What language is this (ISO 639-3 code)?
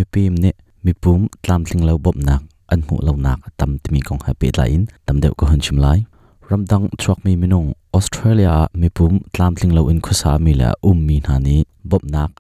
cnh